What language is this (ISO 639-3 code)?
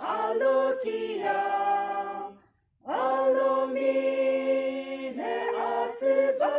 yim